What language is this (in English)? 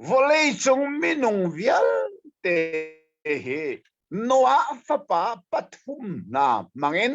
Hakha Chin